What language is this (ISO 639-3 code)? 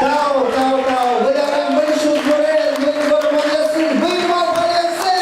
udm